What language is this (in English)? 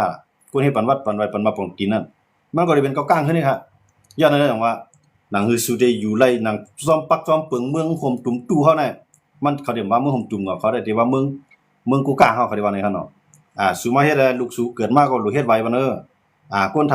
Shan